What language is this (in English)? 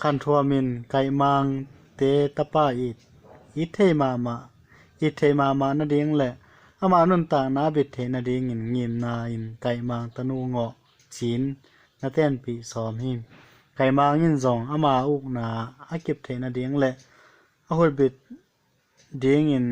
Tedim Chin